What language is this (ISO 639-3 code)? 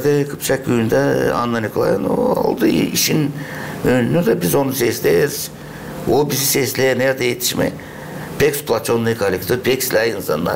gag